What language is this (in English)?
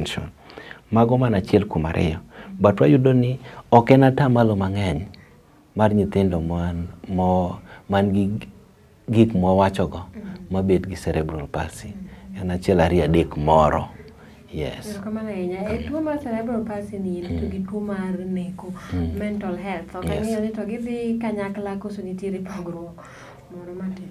Luo (Kenya and Tanzania)